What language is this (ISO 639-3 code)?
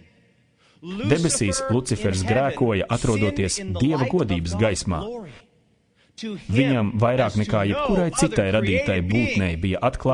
lav